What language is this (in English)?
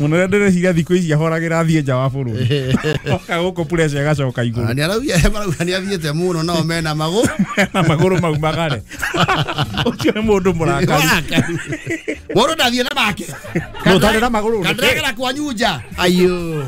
Kikuyu